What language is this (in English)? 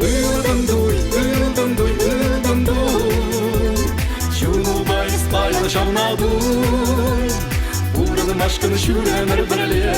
Chuvash